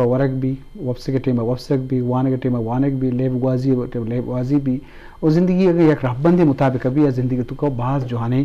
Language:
Eastern Balochi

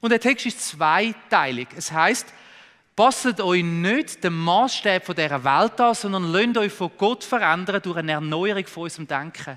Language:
Swiss German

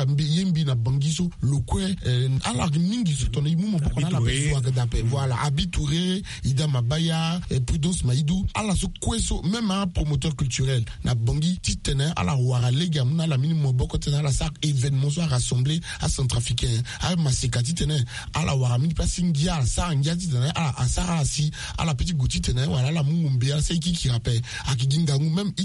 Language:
Sango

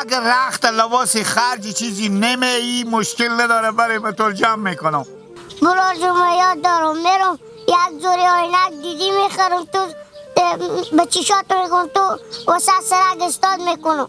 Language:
Hazaragi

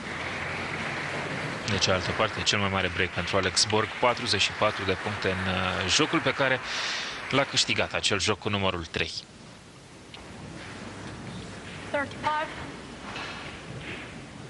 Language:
Romanian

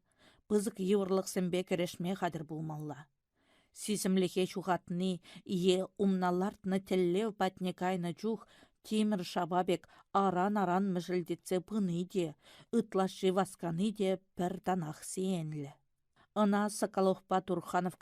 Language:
Chuvash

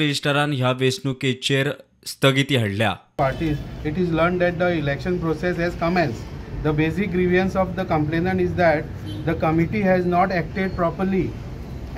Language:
Konkani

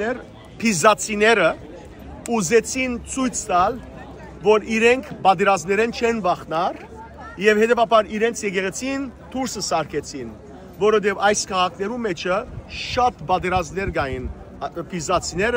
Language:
Western Armenian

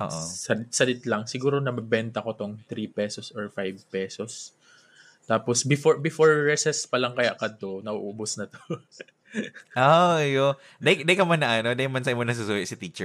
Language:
Bikol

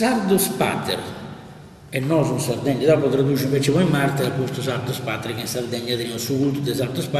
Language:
Sardinian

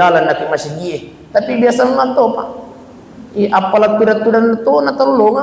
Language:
Buginese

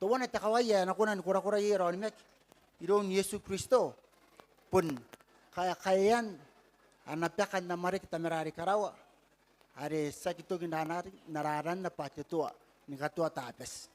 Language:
Gilbertese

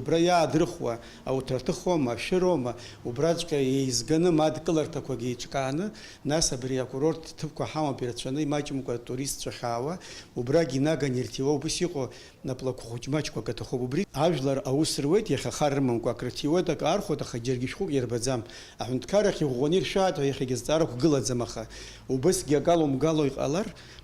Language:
Abkhazian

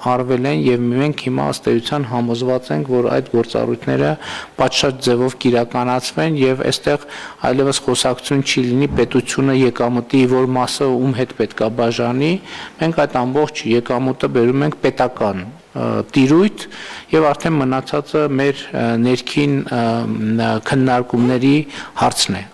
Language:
Armenian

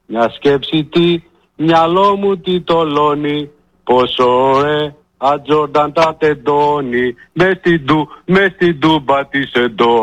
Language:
Greek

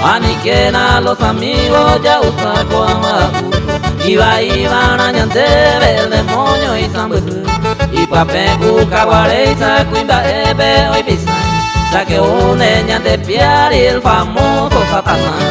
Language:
Guarani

